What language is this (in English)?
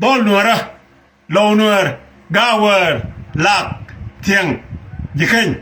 Nuer